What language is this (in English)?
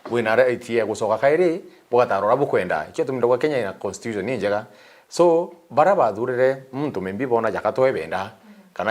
Meru